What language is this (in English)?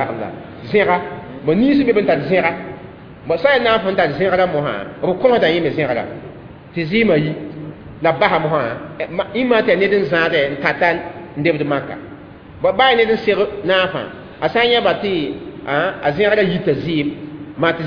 Mossi